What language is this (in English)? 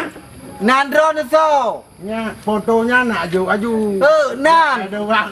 Achinese